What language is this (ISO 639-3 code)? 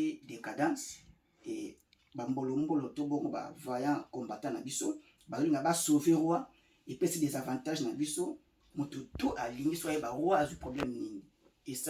lin